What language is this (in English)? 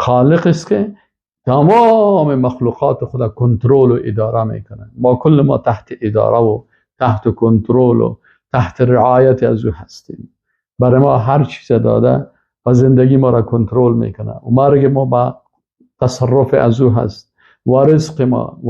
Persian